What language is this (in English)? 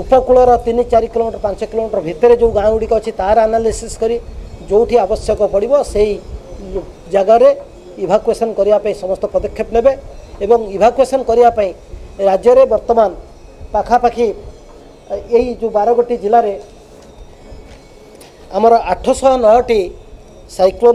Odia